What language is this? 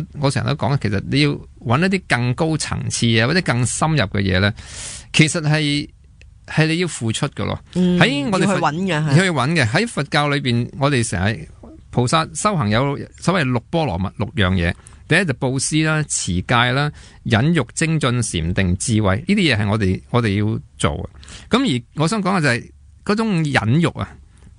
Cantonese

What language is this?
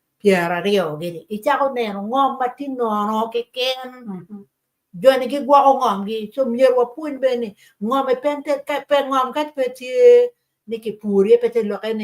Acoli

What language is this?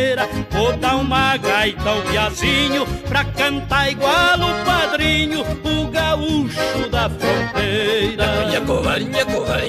Portuguese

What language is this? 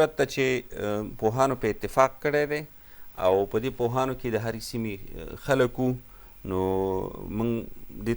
Pashto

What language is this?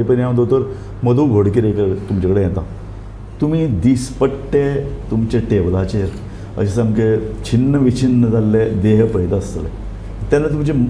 Konkani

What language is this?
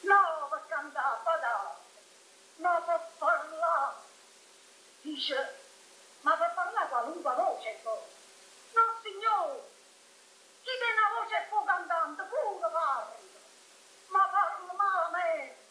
Neapolitan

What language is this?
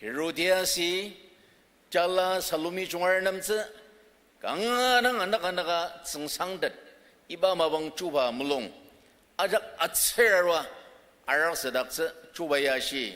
Ao Naga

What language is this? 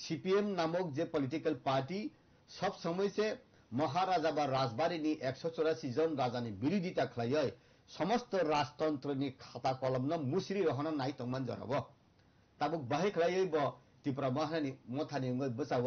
Kok Borok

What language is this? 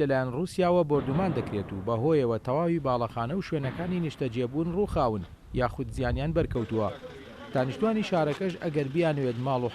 Central Kurdish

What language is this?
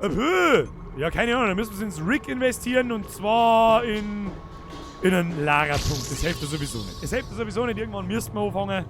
Bavarian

